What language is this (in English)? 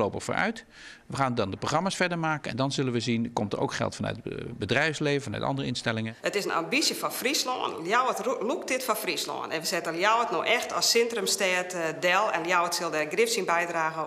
Western Frisian